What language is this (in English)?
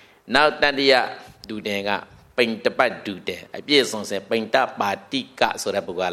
Burmese